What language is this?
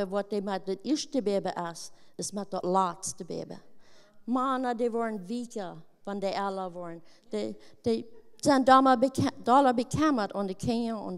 Plautdietsch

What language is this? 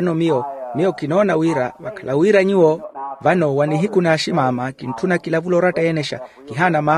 Makhuwa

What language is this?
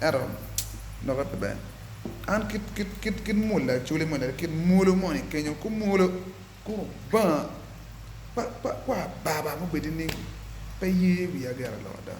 Acoli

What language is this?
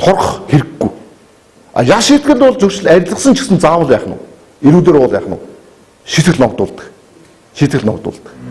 Mongolian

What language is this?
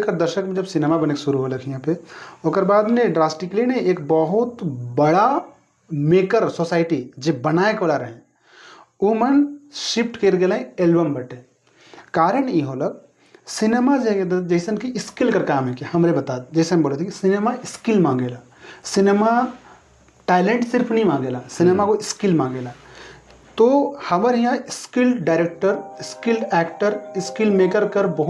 Sadri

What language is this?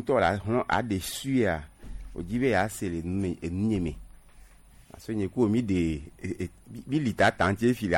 Gen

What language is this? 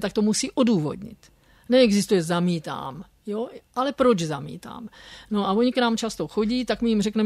Czech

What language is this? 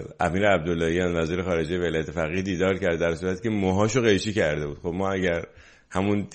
Persian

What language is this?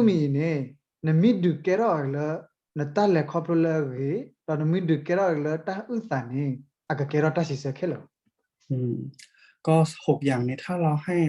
S'gaw Karen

